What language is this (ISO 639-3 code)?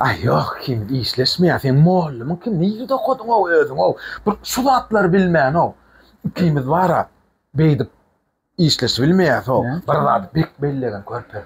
tuk